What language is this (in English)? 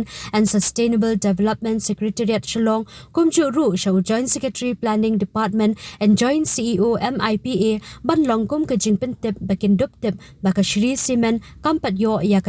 Khasi